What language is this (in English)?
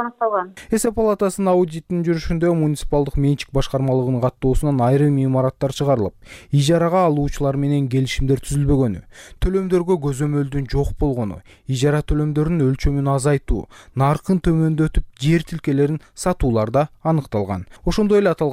Kyrgyz